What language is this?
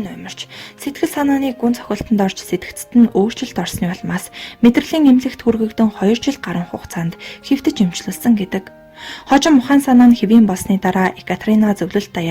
Mongolian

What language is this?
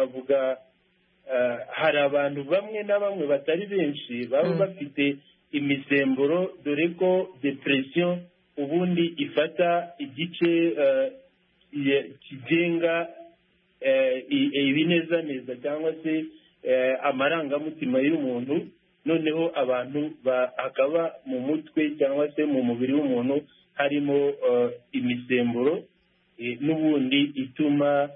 Kinyarwanda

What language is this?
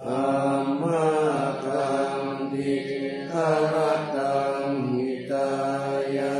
Pali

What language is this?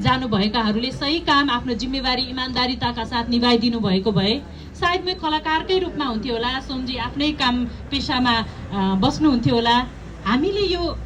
Nepali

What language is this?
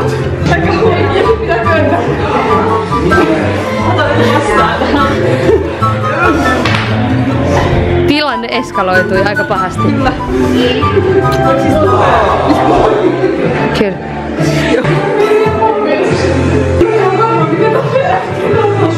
Finnish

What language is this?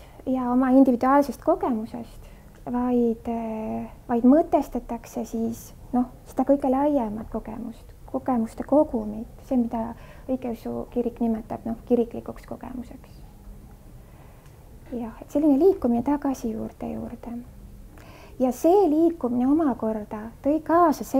Estonian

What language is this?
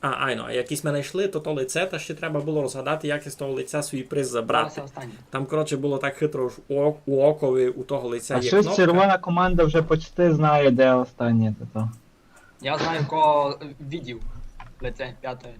Rusyn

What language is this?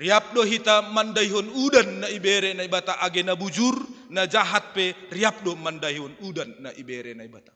Batak Simalungun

